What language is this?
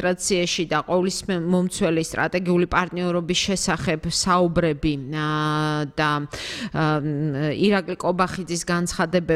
Georgian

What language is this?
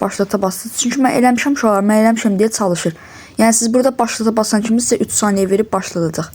Azerbaijani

